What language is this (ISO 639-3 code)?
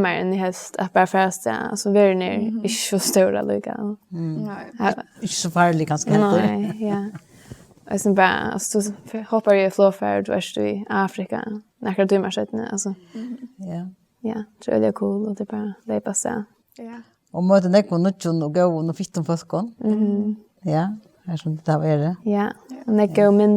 fao